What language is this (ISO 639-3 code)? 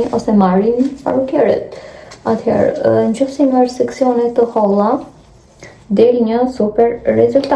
sqi